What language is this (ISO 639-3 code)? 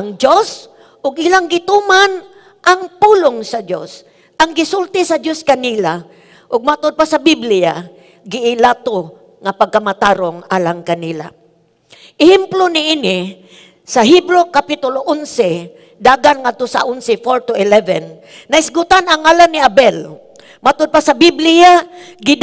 ceb